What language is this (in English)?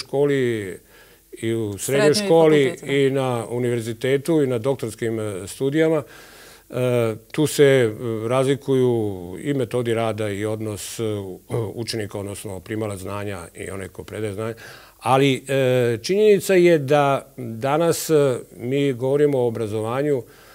Serbian